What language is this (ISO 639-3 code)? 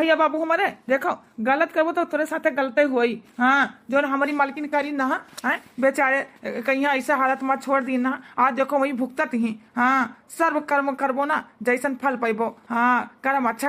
awa